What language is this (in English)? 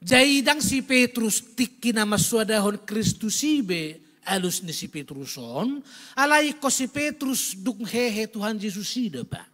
Batak Toba